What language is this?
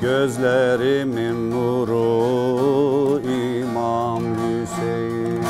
Zaza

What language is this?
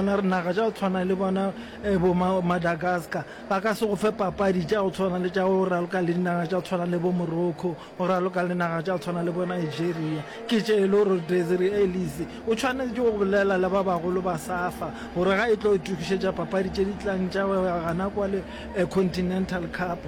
Northern Sotho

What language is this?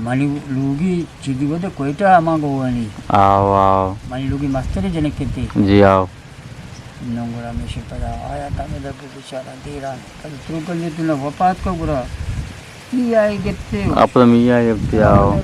Eastern Balochi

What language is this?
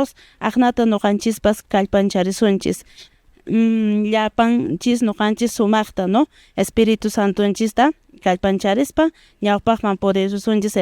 Quechua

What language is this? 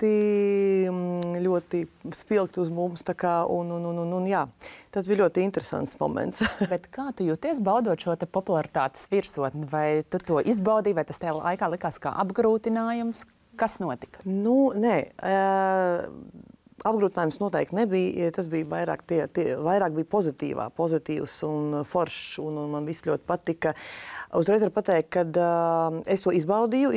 Latvian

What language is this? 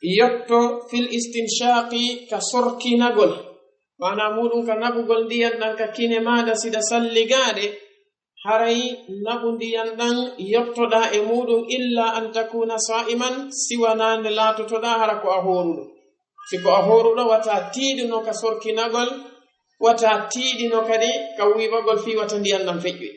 Fula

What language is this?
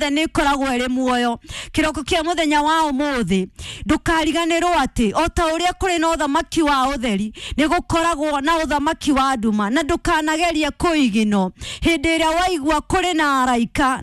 Kikuyu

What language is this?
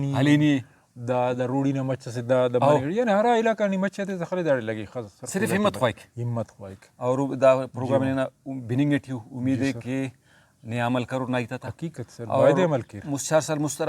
Brahui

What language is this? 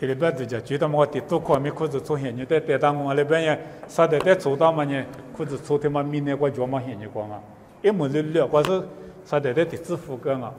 Lisu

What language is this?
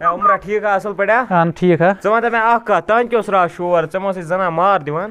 Kashmiri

